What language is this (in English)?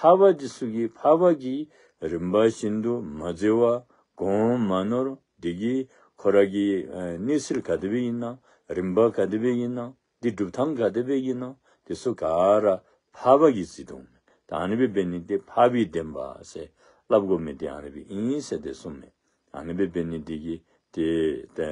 Dzongkha